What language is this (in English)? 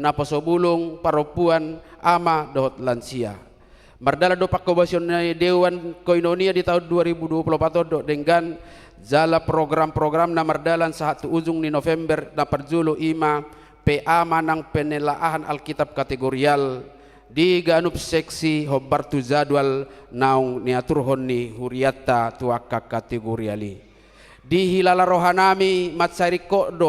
Batak Toba